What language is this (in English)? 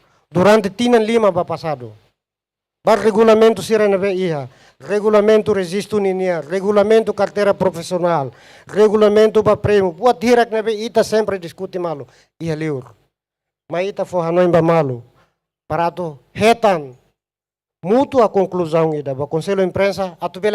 Tetum